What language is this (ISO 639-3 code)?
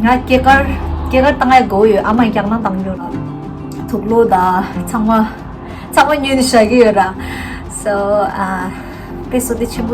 bod